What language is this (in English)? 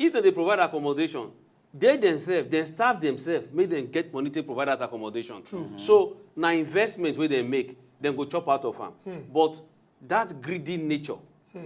Nigerian Pidgin